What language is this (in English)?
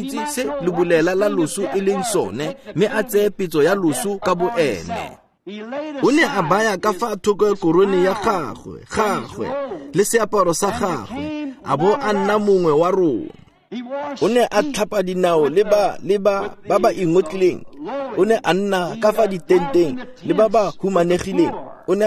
Tswana